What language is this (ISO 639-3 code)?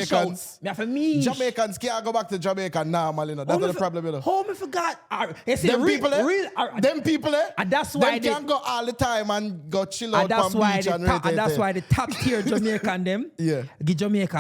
jam